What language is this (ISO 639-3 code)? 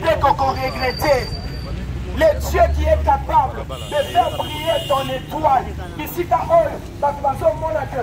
lin